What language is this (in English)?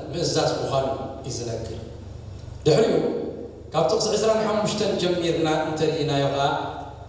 Tigrinya